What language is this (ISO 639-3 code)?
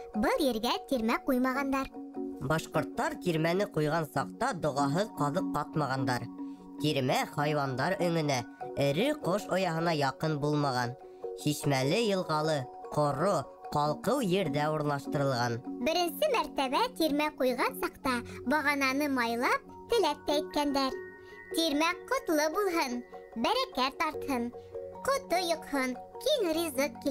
bak